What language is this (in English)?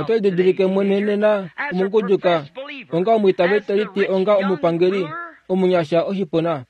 Kuanyama